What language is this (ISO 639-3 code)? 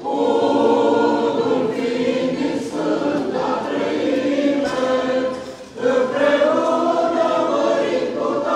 ron